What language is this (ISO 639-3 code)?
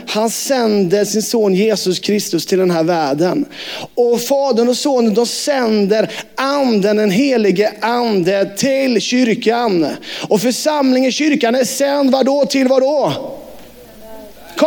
swe